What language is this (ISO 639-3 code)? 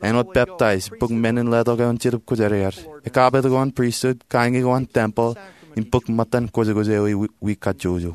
mah